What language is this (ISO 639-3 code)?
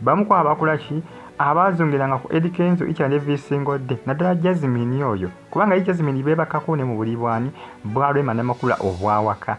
lug